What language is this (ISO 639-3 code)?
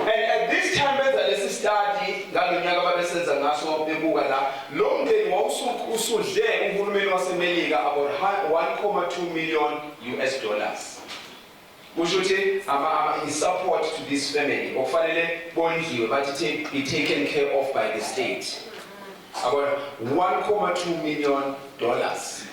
zul